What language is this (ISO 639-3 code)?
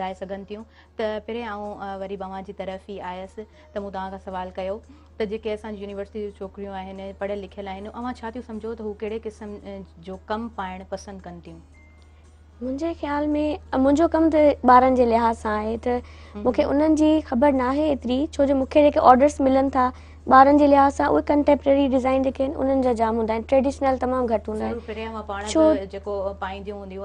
snd